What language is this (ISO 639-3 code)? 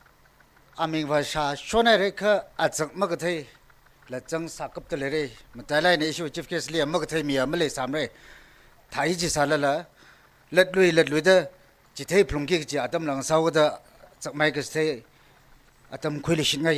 nmf